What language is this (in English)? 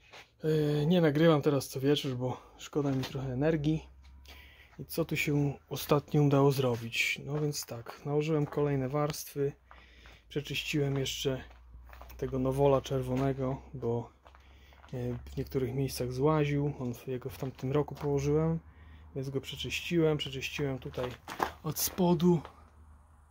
Polish